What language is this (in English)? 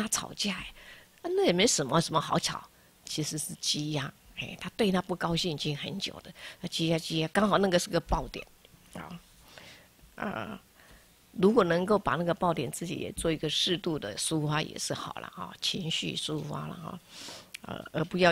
Chinese